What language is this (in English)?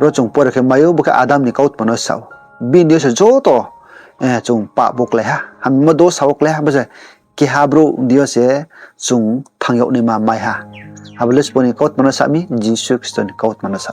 Riang (India)